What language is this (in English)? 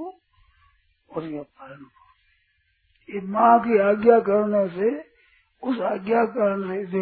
Hindi